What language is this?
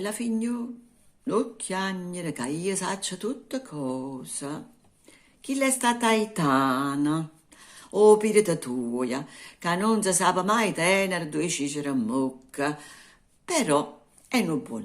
Neapolitan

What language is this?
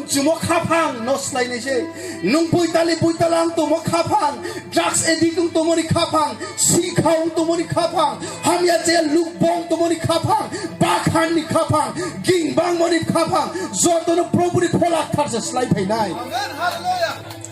Riang (India)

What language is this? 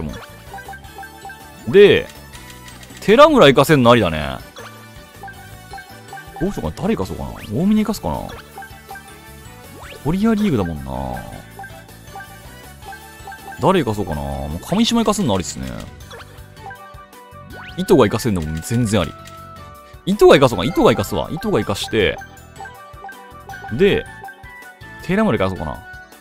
Japanese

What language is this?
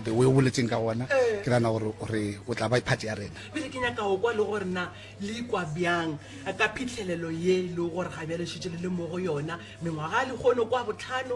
Northern Sotho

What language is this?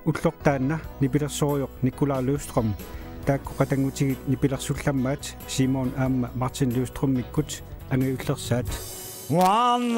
Kalaallisut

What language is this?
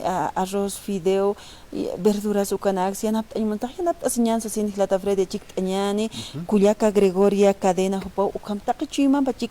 Aymara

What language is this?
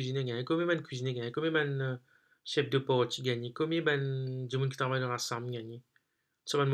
Morisyen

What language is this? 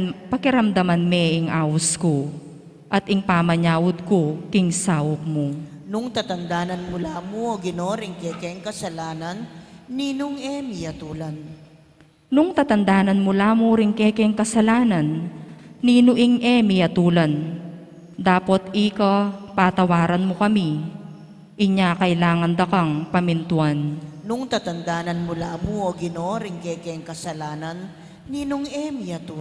Pampanga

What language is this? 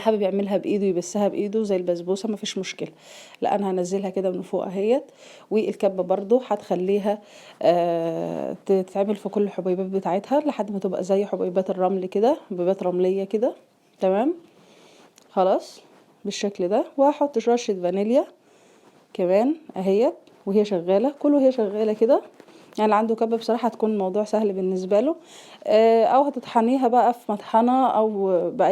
Egyptian Arabic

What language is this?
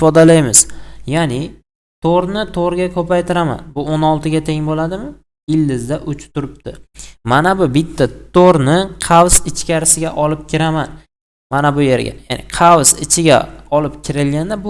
Uzbek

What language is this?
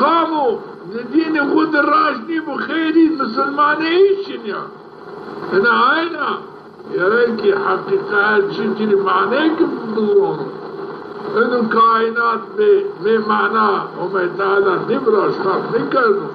Zaza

